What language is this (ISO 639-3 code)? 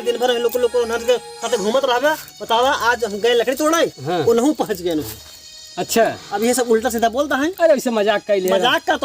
awa